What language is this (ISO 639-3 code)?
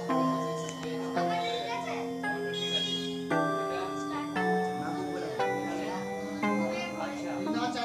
ben